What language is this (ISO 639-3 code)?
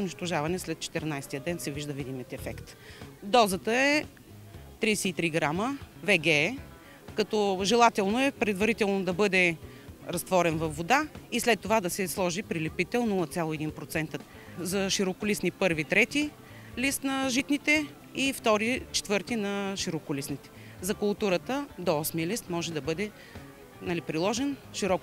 bul